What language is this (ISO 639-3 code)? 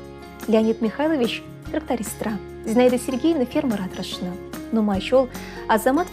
chv